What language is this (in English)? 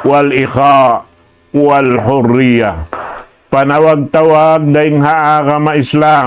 Tausug